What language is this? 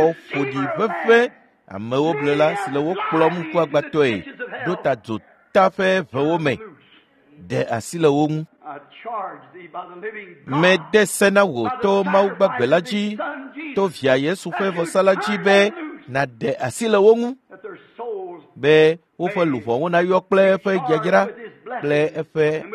Ewe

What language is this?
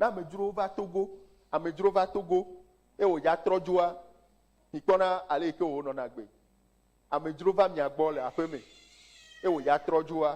Ewe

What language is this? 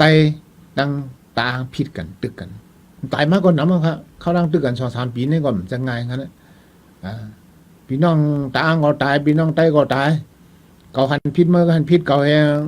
Shan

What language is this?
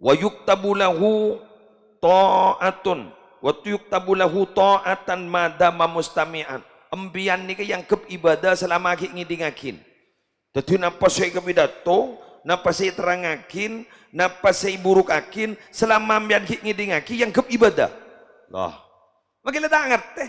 Madurese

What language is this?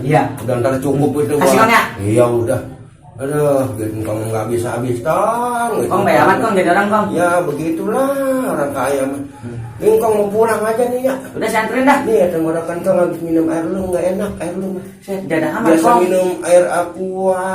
Betawi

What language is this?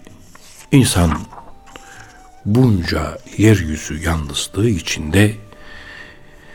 Turkish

